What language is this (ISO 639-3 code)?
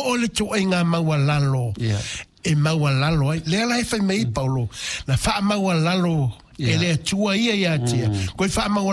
smo